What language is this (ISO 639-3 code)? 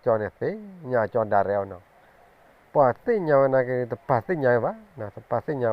ksw